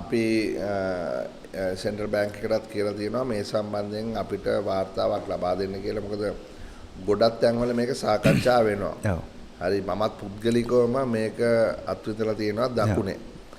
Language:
Sinhala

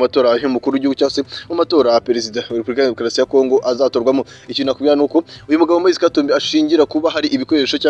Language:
Kinyarwanda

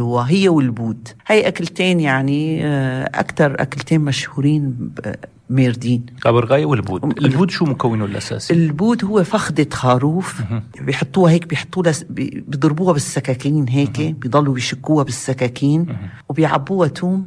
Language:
North Levantine Arabic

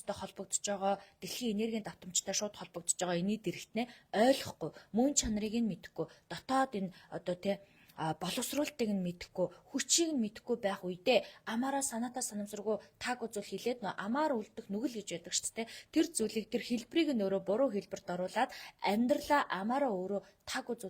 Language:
Mongolian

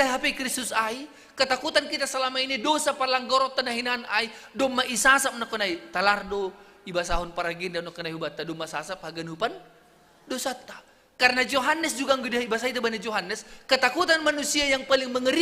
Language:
Batak Simalungun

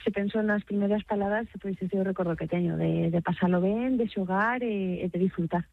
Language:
Galician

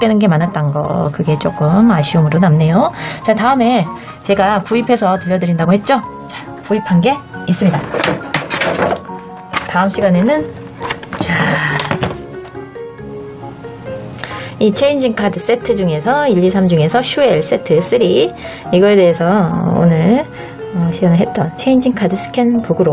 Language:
Korean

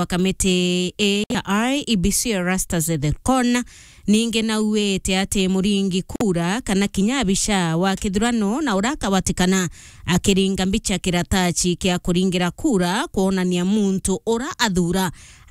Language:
Meru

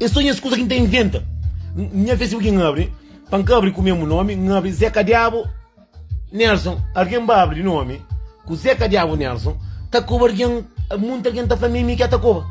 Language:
Kabuverdianu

